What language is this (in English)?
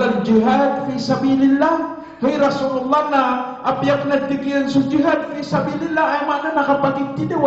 Maranao